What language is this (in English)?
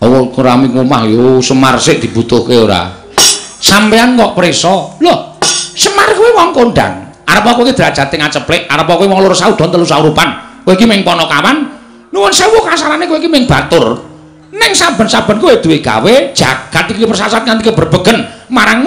Javanese